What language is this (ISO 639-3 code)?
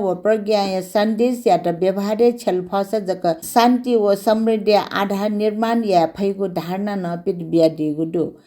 new